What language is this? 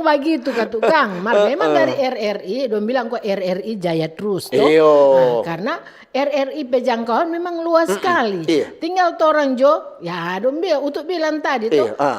Manado Malay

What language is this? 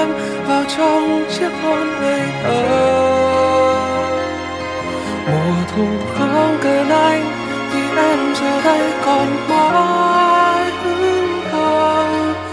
Vietnamese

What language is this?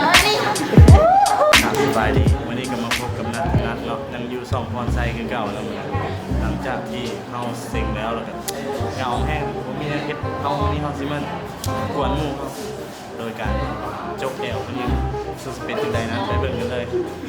Lao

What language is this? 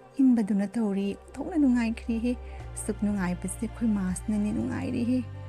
Manipuri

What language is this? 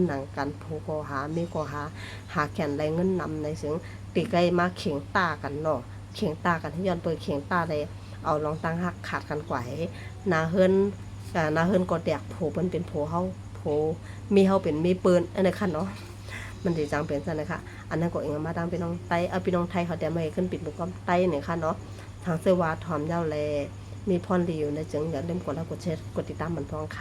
Shan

